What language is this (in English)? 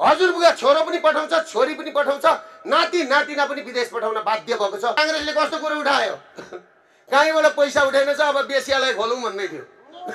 Nepali